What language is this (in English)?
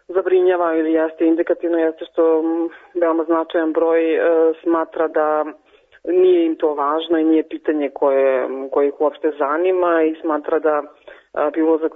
Serbian